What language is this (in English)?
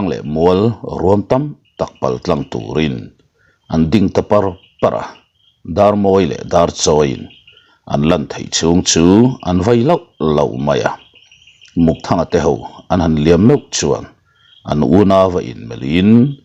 Mizo